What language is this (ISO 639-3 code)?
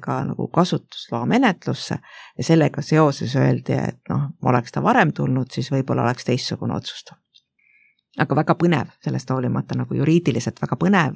est